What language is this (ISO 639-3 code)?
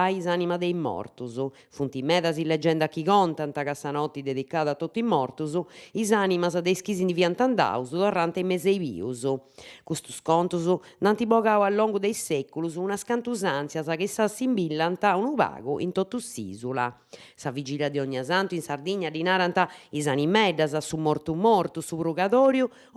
srd